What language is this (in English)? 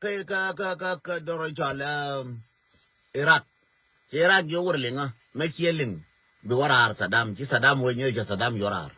Nuer